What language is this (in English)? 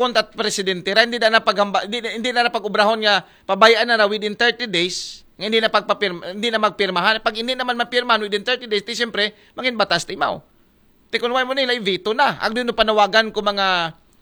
Aklanon